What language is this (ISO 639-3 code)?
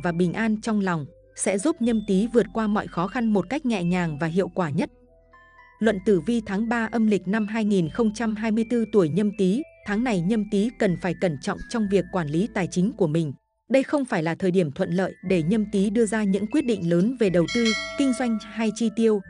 vie